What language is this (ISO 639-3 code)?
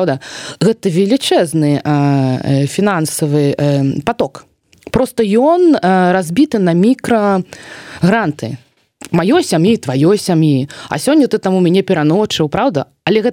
bel